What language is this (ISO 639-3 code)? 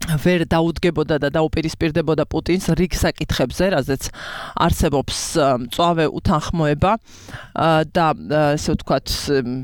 kat